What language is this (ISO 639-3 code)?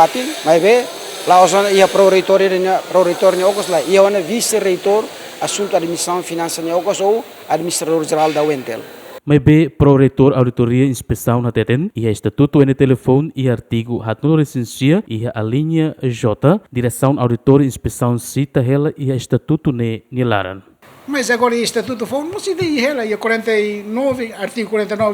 tet